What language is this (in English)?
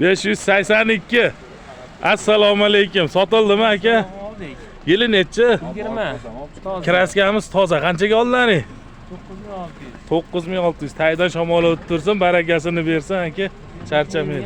Uzbek